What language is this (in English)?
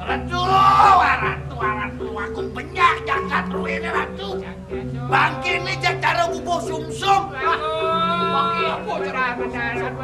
Balinese